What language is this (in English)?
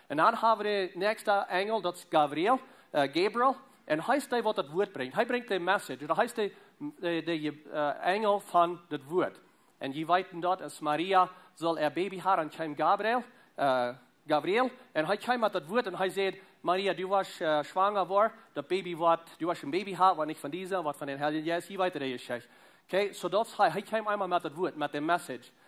Plautdietsch